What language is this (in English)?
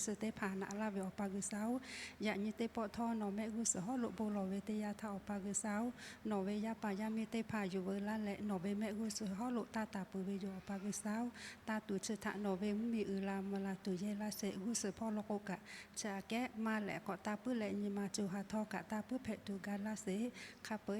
Lahu